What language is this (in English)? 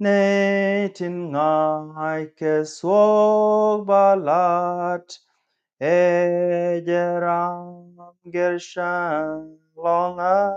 Nuer